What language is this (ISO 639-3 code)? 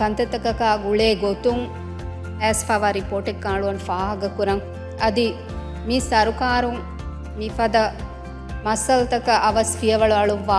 div